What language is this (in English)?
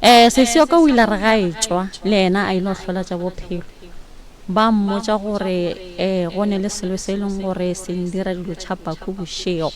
Northern Sotho